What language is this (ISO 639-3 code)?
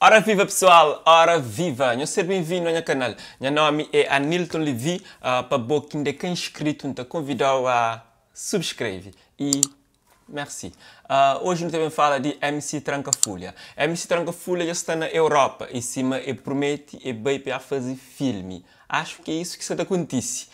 kea